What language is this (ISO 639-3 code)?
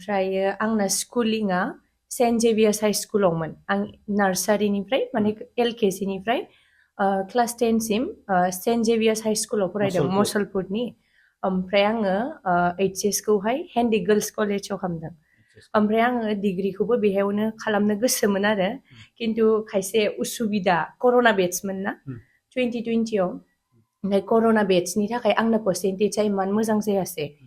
brx